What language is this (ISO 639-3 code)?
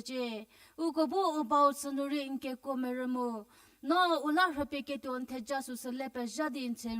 njm